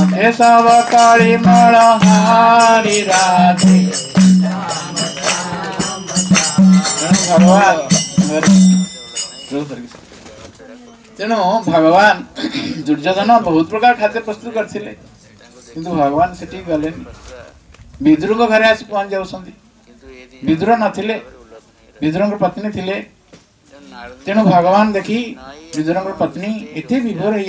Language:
Odia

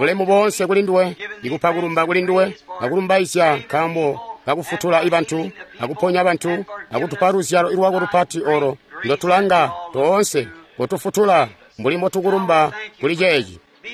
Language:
Tonga (Zambia)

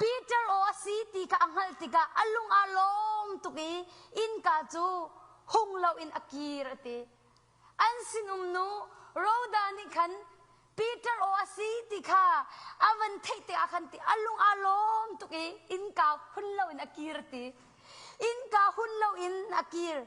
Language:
Hakha Chin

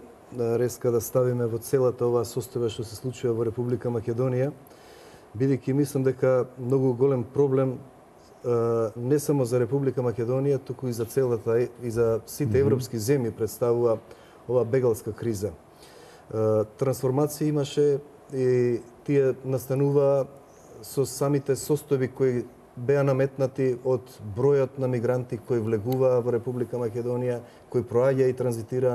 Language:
Macedonian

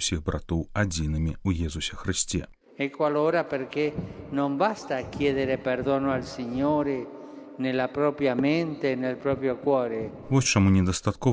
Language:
Belarusian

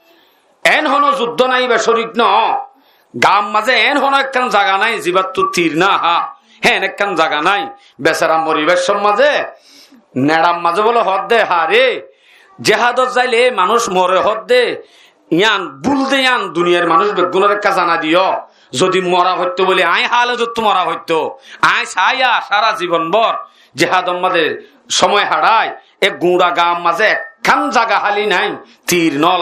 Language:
Rohingya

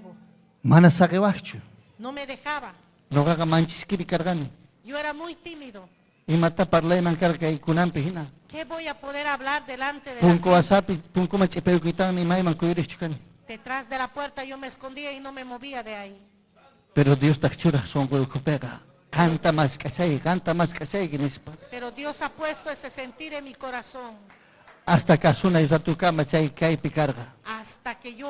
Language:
Ayacucho Quechua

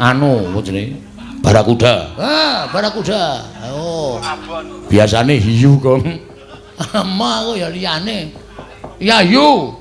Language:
Javanese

